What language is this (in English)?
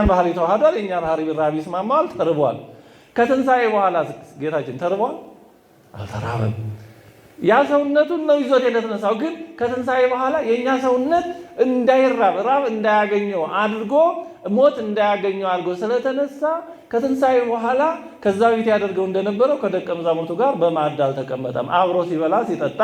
Amharic